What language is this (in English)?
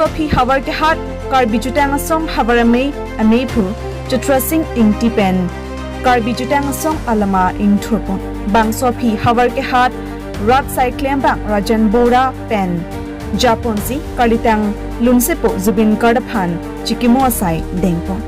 Karbi